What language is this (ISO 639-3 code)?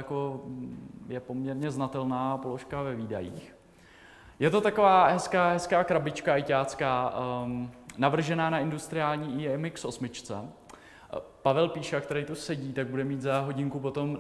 ces